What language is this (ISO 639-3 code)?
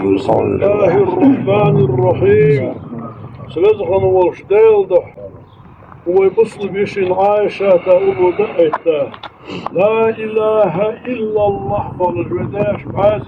inh